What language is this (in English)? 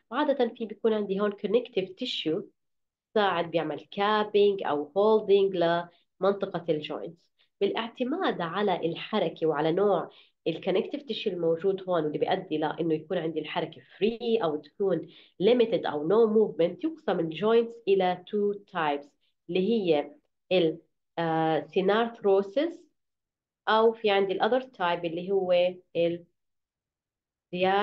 South Levantine Arabic